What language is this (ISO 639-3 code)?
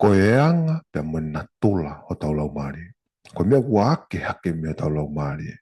ton